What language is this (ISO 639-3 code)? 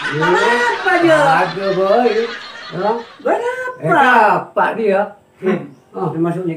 mad